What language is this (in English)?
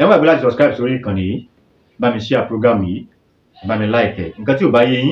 Yoruba